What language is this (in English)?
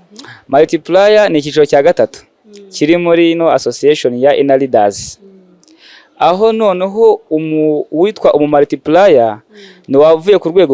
Kinyarwanda